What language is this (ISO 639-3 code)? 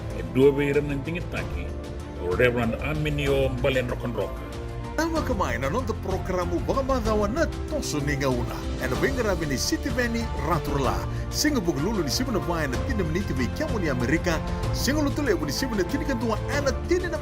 fij